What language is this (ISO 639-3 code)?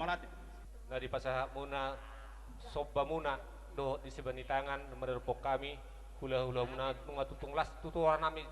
bbc